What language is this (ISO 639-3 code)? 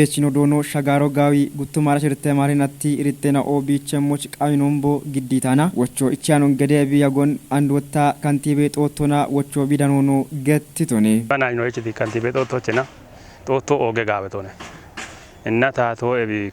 kbr